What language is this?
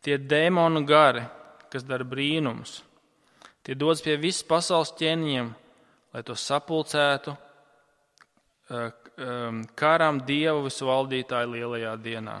Latvian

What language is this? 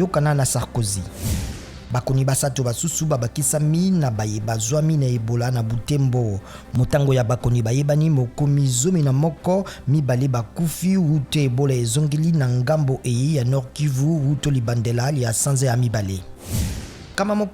Lingala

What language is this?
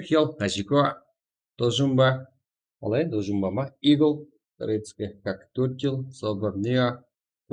Kara-Kalpak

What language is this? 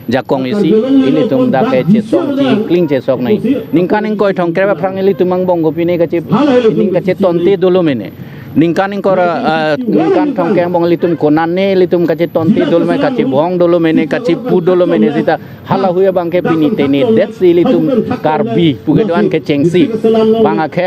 Karbi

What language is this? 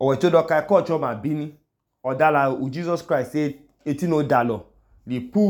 Idoma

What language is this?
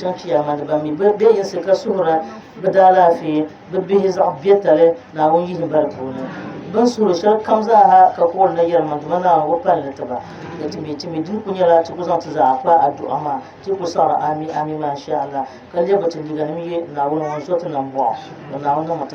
Dagbani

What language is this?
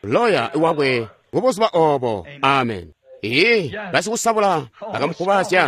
Tonga (Zambia)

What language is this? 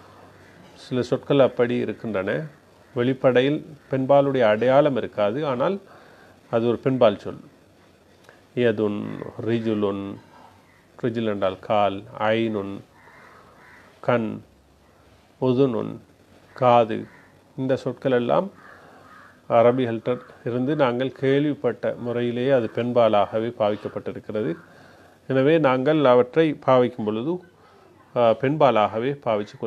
Tamil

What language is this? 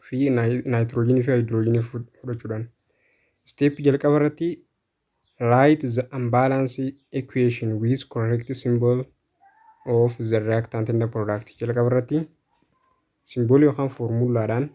Oromo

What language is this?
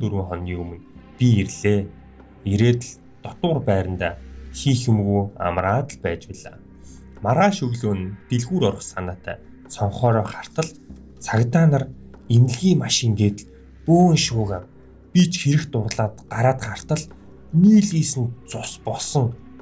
Mongolian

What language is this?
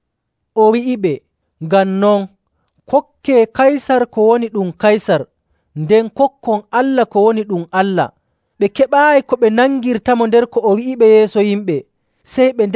Nigerian Fulfulde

